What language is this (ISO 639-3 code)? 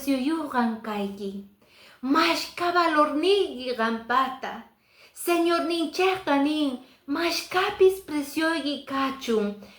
que